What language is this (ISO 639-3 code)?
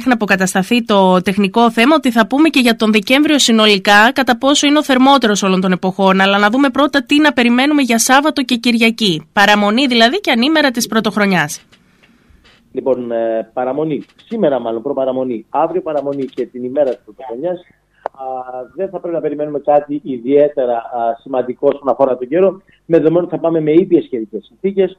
ell